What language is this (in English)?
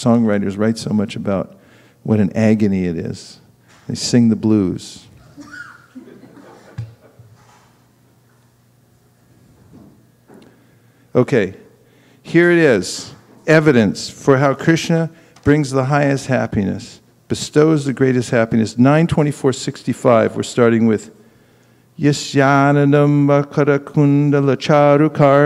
English